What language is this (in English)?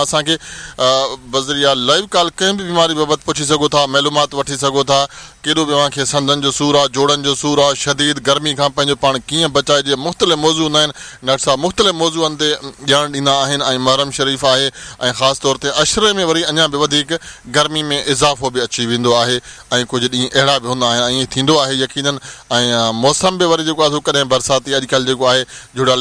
Sindhi